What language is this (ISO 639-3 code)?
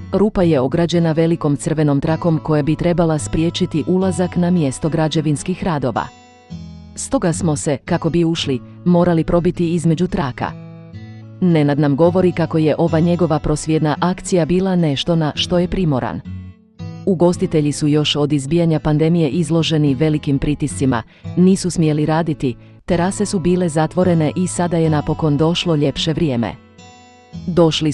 hrv